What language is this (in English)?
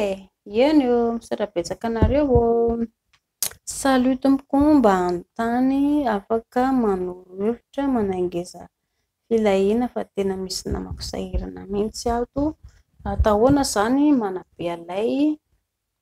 Malagasy